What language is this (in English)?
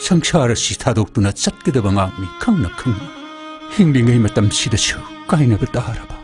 Manipuri